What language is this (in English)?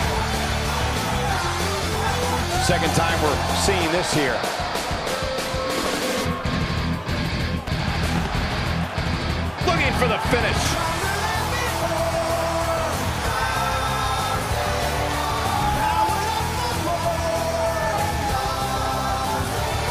English